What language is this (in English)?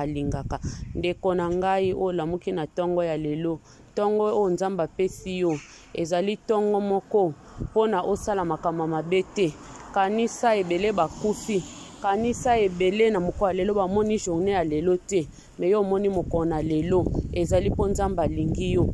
Lingala